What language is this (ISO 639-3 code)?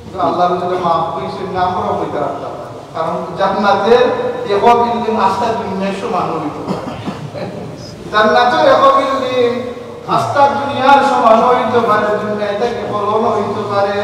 syl